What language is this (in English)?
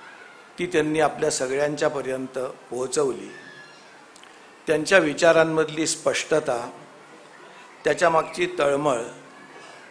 Marathi